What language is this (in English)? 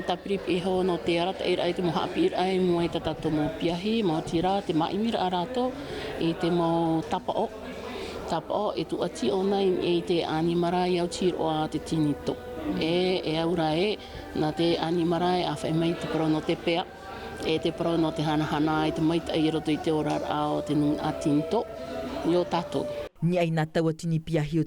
Tahitian